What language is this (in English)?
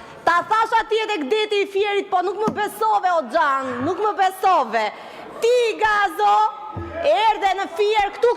Albanian